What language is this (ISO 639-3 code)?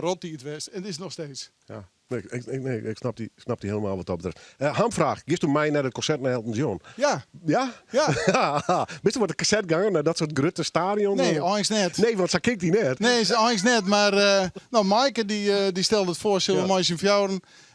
fry